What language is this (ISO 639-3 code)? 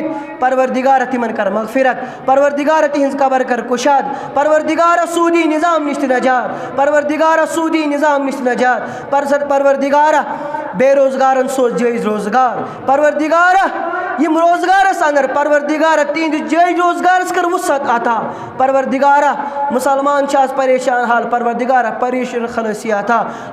kas